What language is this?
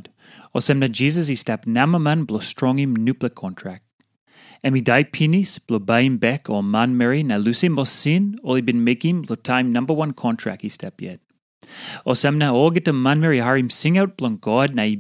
Tok Pisin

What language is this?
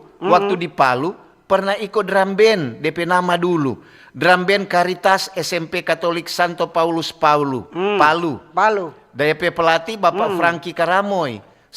Manado Malay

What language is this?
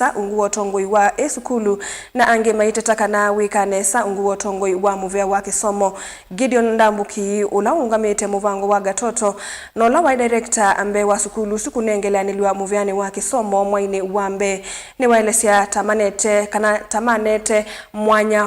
Kamba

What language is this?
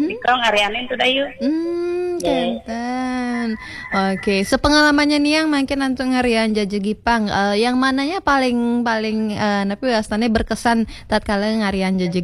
Balinese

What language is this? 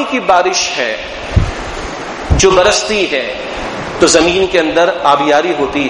Urdu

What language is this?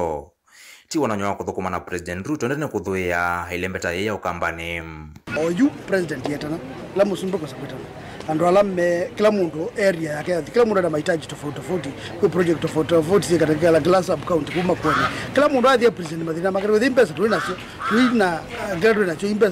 Kamba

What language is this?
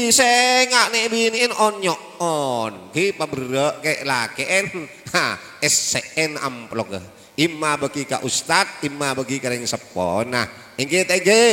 Madurese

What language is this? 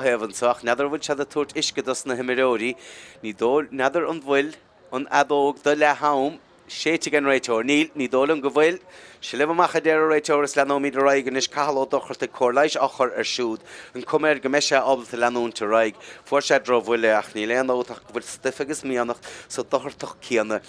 Irish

